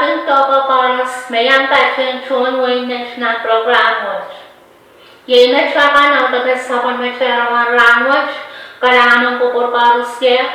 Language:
Pohnpeian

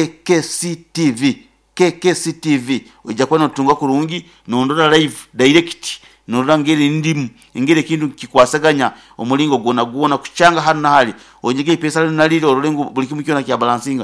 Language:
Nyoro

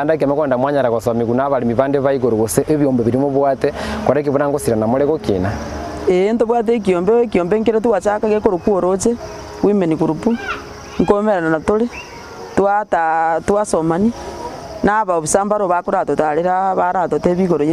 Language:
Gusii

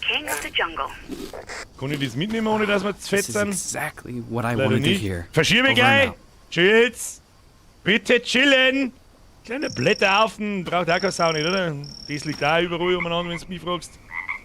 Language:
Bavarian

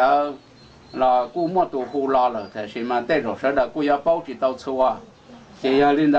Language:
Hmong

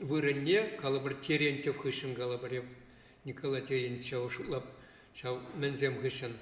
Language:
Chuvash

